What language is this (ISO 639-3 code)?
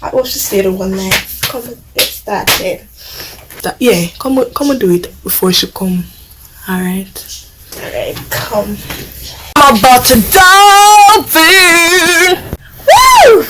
jam